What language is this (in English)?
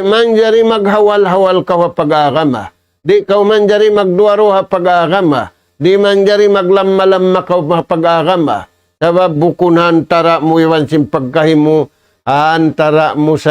Tausug